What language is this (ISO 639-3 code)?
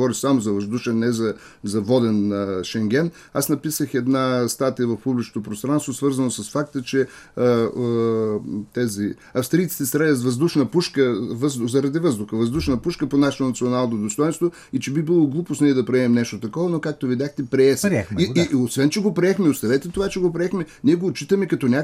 bul